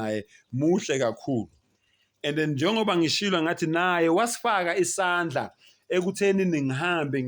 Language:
Zulu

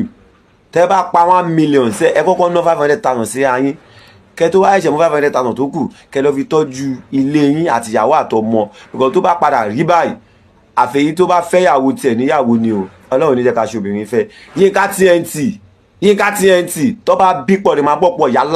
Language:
Yoruba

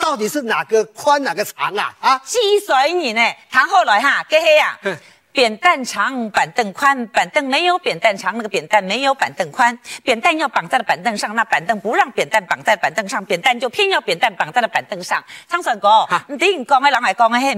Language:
Hakka Chinese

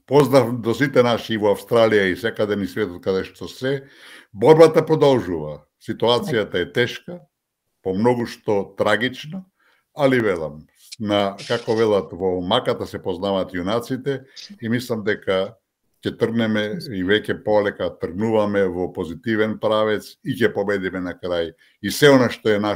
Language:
Macedonian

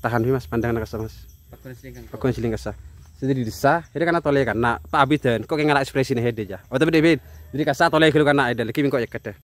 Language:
Madurese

